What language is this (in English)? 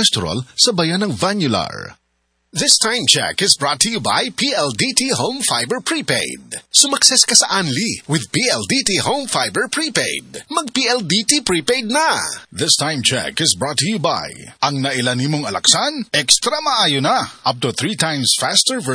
Cebuano